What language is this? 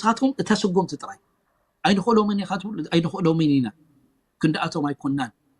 Tigrinya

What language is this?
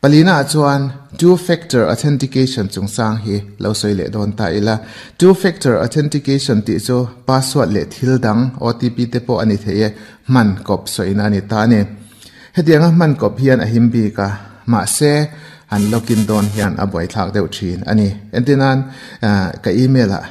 Mizo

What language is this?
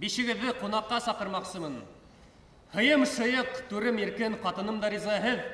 Bashkir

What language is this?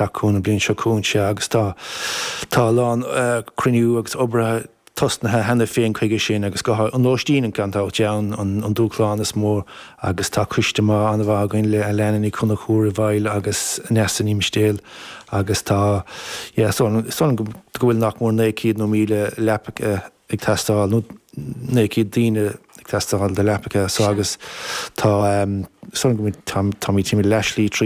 Irish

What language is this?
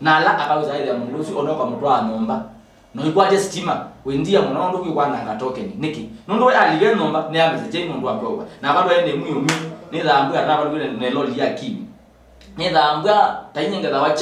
Kamba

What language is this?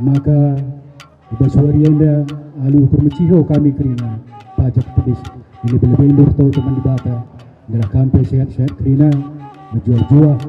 Batak Karo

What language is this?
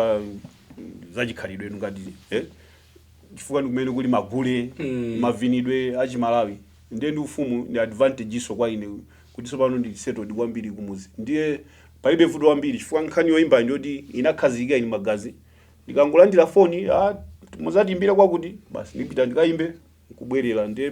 Nyanja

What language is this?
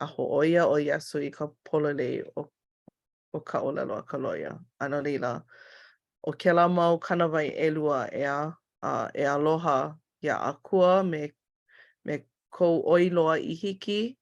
Hawaiian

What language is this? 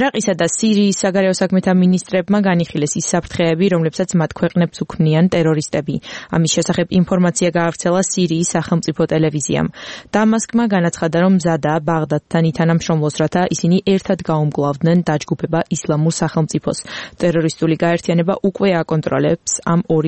Georgian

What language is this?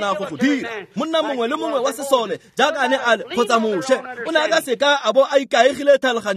Tswana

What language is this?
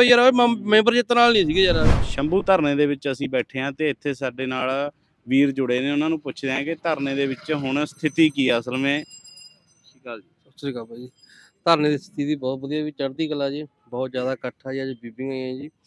Punjabi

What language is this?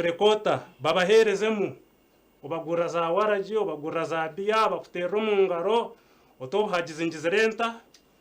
Nyankole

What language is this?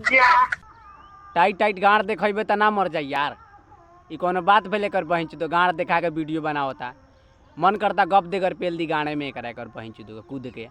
Bhojpuri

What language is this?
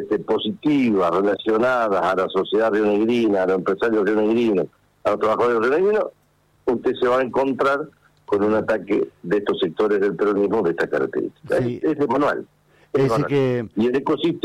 Spanish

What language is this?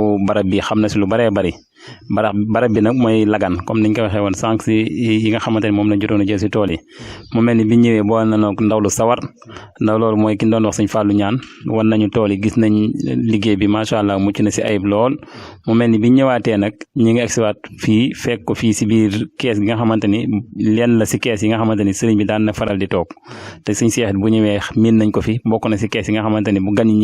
Wolof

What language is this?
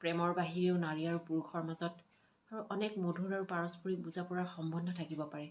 Assamese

